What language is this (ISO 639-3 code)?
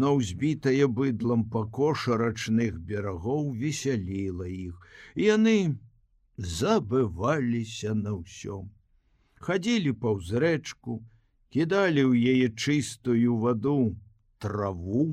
bel